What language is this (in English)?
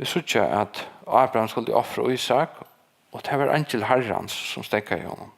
Faroese